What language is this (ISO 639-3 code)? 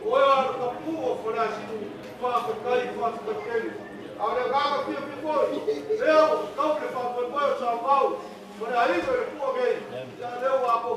smo